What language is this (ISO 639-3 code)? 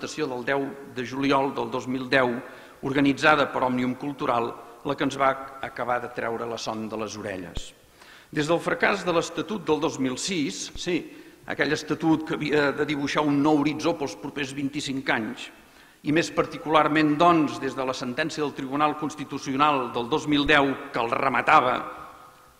cat